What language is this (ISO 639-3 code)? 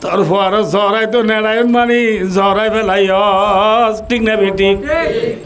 rhg